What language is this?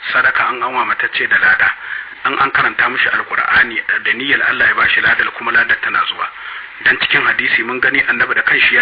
Hausa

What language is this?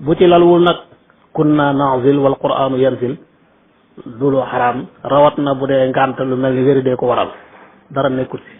Wolof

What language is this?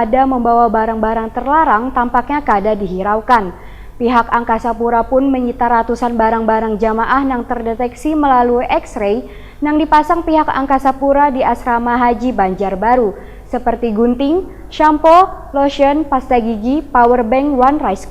Banjar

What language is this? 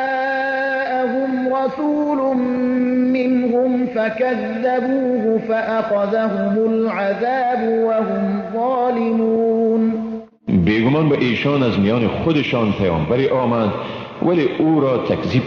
Persian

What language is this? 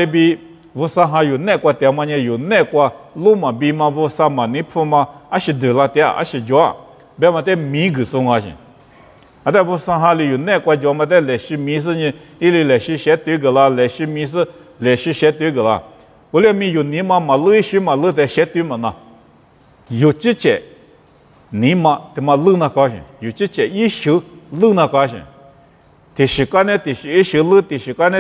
Lisu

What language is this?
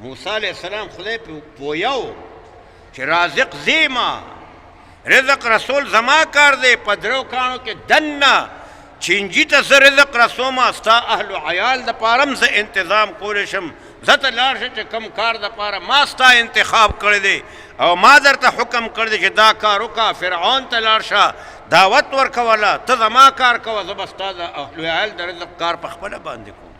Pashto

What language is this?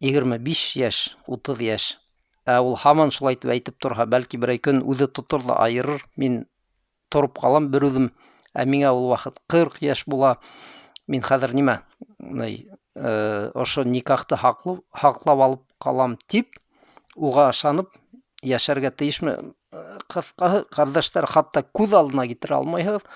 Bashkir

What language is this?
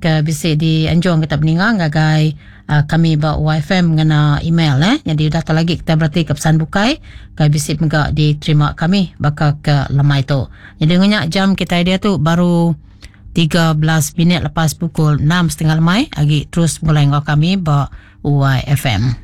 Iban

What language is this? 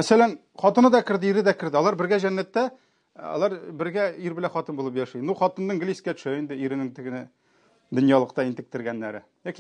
Tatar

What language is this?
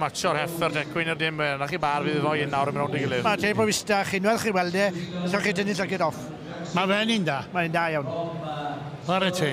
Welsh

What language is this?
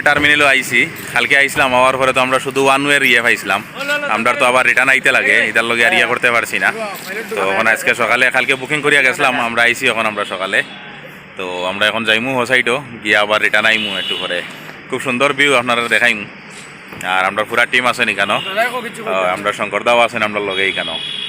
Sylheti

